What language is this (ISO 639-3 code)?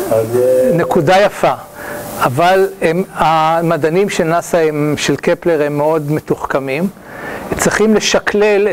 heb